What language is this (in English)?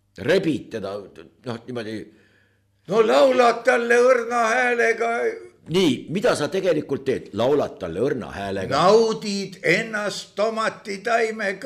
Estonian